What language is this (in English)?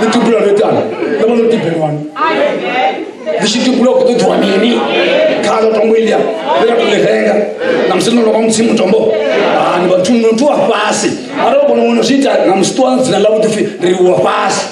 Venda